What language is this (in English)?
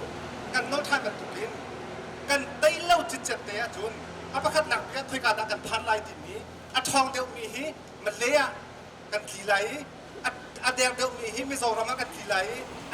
Hakha Chin